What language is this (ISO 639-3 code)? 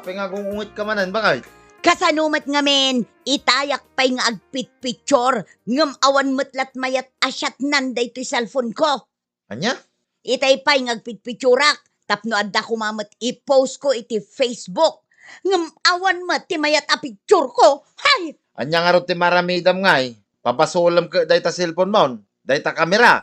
ilo